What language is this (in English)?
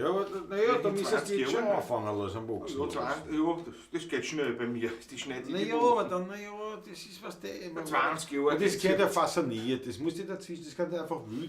Bavarian